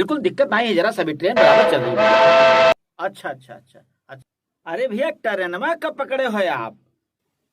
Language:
Awadhi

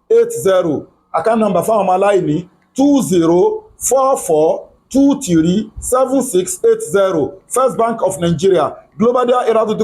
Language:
Yoruba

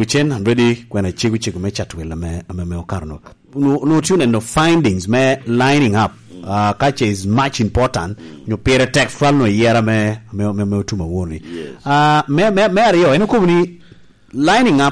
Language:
Lango (Uganda)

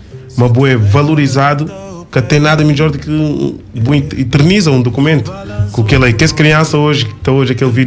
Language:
Kabuverdianu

